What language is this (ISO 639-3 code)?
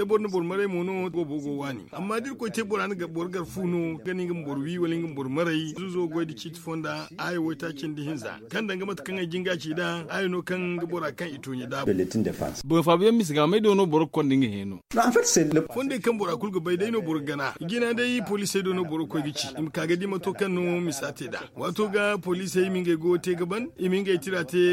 dje